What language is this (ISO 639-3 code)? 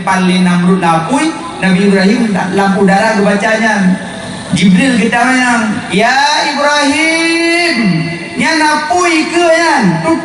ace